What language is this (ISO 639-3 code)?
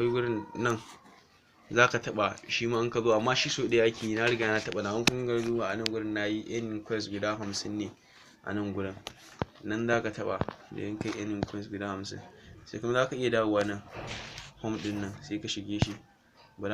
hau